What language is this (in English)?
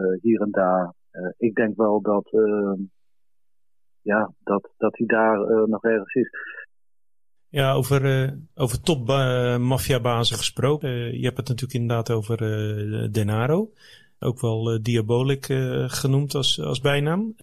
Dutch